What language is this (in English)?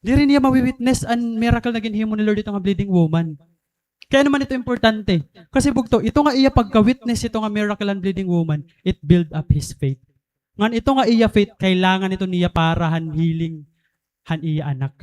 Waray